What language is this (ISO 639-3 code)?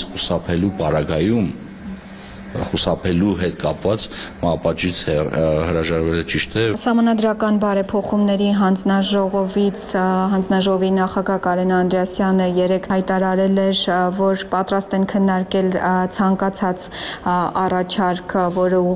hye